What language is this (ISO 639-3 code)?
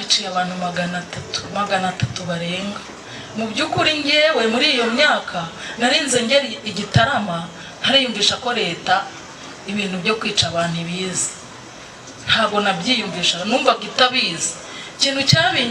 kin